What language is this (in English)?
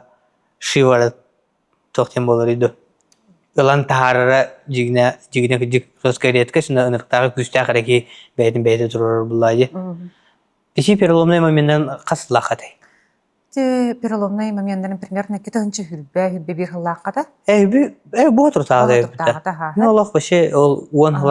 Yakut